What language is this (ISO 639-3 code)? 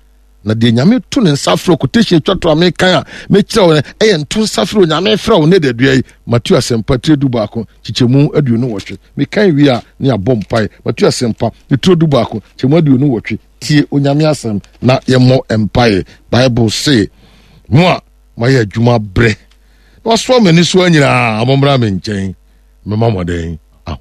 aka